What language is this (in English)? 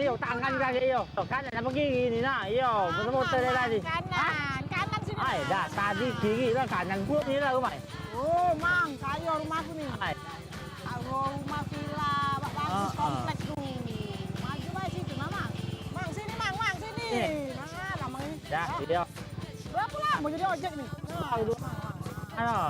Musi